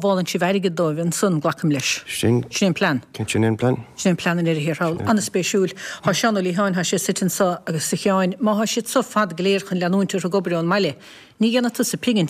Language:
Irish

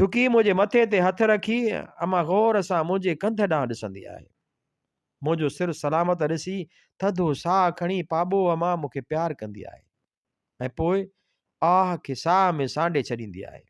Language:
Sindhi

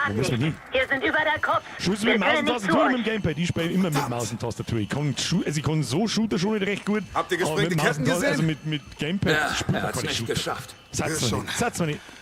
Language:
Bavarian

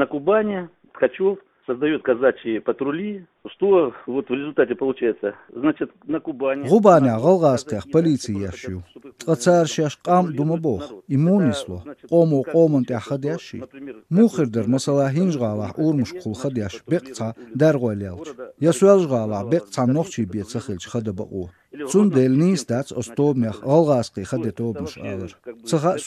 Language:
Chechen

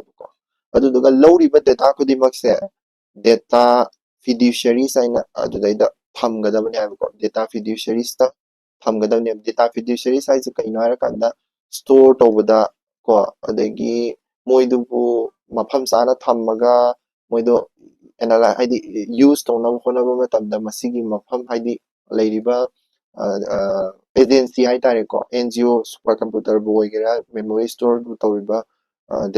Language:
Manipuri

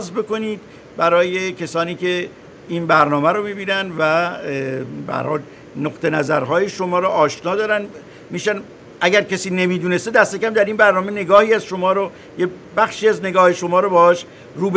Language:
Persian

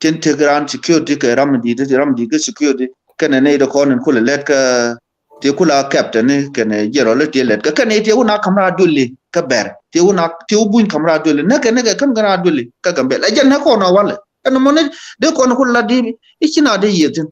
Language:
Nuer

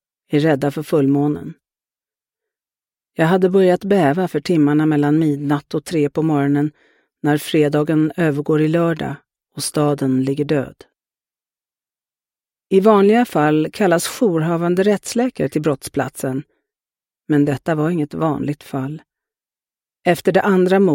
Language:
Swedish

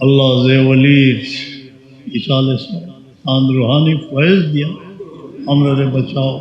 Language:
Sylheti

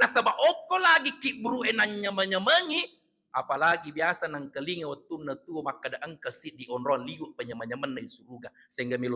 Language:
Buginese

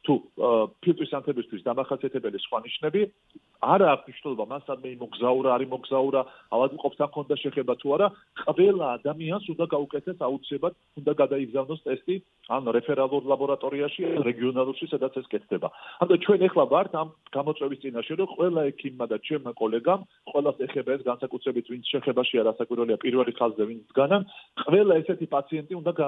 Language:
Georgian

